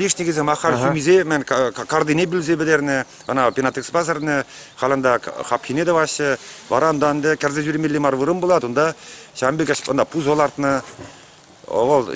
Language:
Chuvash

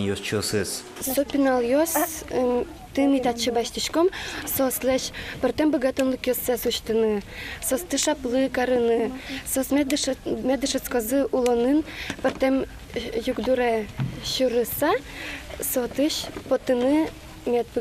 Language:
Udmurt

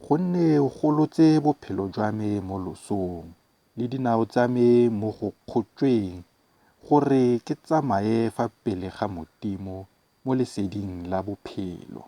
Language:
Tswana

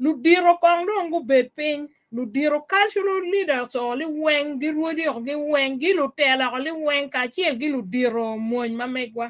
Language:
Acoli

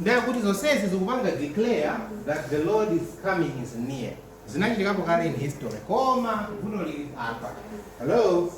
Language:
Nyanja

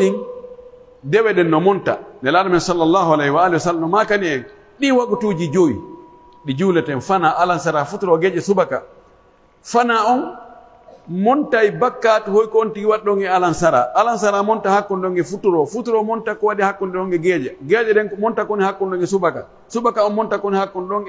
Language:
Pular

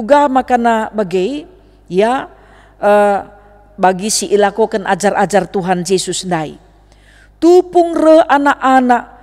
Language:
Batak Karo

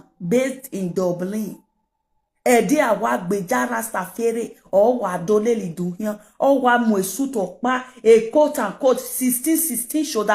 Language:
Nigerian Pidgin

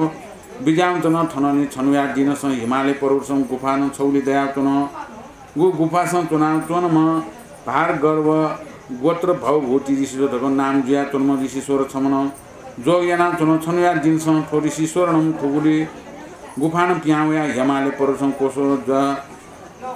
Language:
Newari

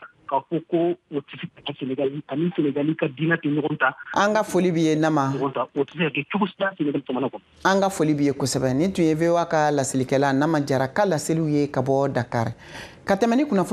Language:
Bambara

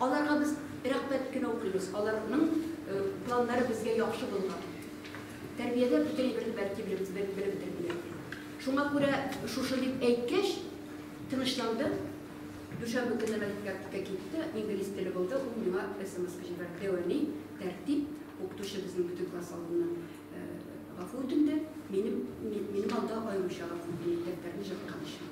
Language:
Tatar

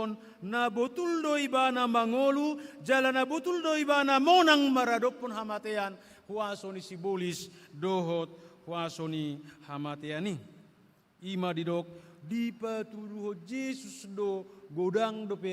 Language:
Batak Toba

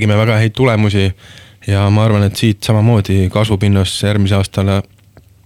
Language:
Estonian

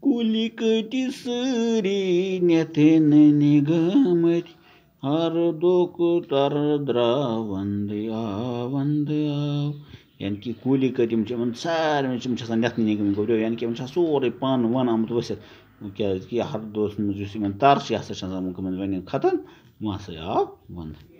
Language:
Kashmiri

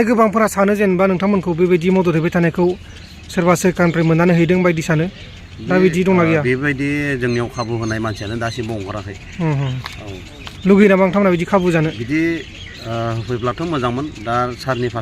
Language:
Bodo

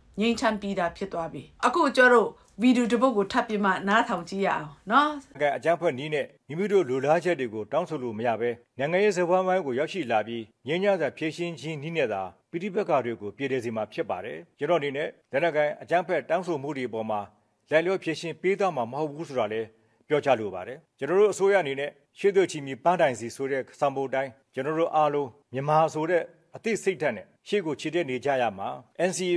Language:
Burmese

